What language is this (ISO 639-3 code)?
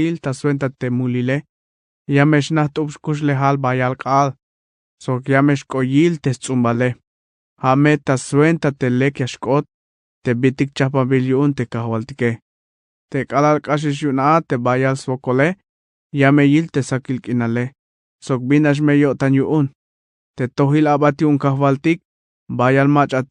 tzh